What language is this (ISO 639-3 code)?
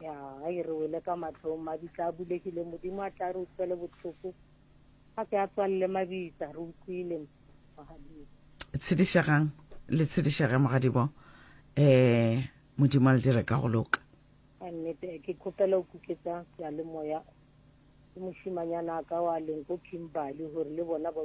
nso